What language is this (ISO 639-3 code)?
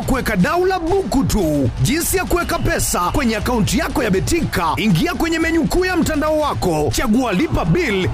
swa